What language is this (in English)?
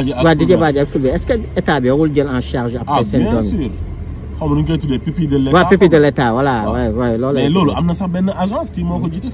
Wolof